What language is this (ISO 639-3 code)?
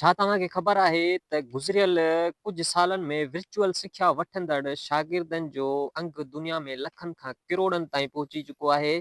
snd